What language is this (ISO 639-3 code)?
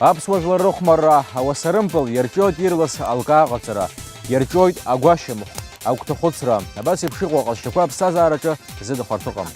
abk